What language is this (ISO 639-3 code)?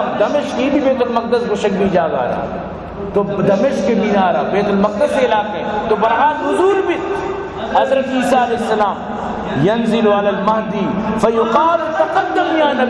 bal